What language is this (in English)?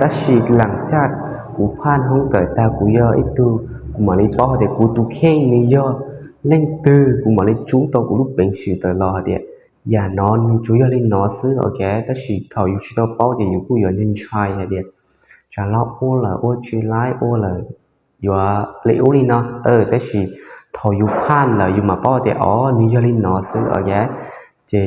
Hmong